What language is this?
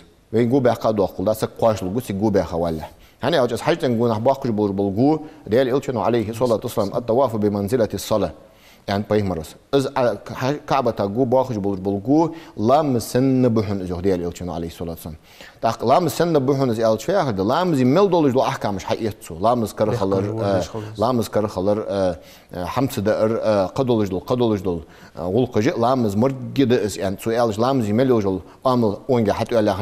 Ingush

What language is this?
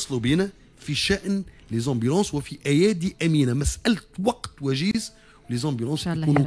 Tunisian Arabic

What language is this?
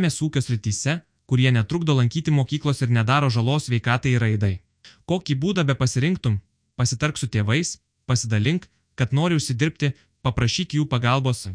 Lithuanian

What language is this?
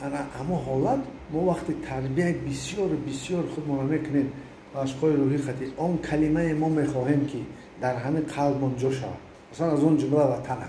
Tajik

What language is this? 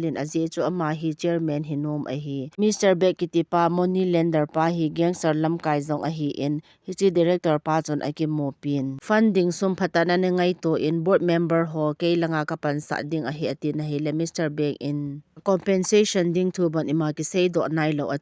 Thado Chin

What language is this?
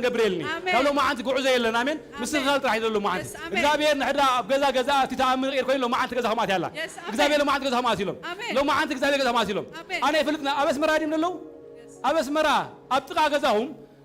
Tigrinya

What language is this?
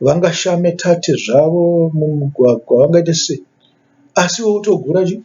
Shona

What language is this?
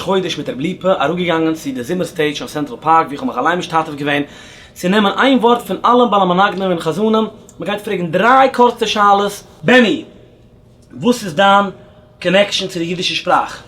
Yiddish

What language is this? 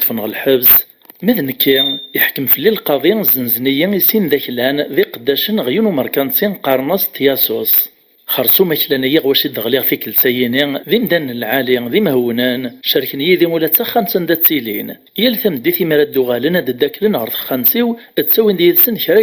Kabyle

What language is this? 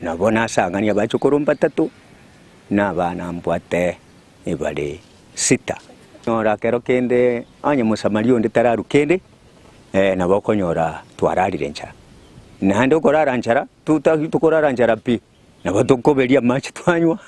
Gusii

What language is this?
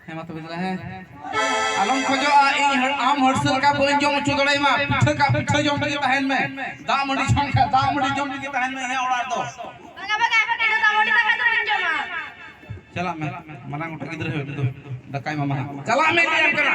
Santali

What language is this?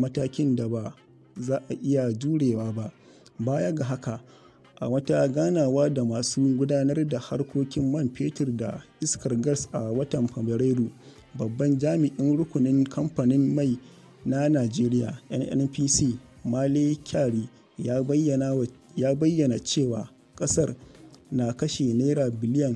Hausa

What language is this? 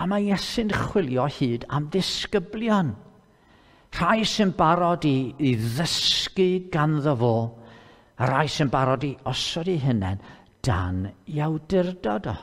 Welsh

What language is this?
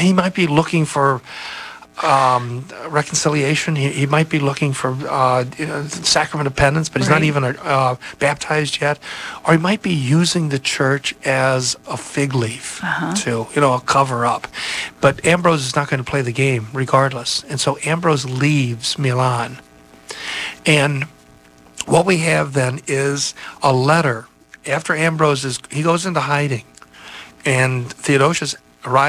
English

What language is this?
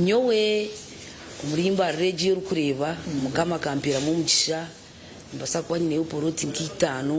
Nyankole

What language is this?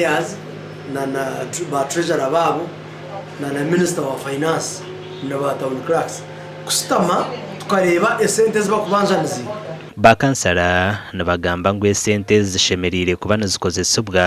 Nyankole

